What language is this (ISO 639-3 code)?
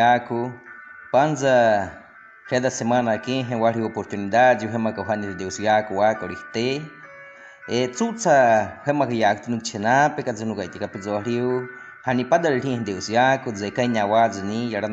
bwi